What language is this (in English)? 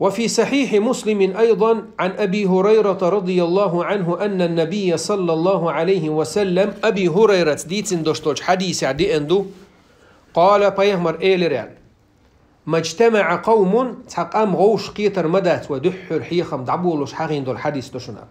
Chechen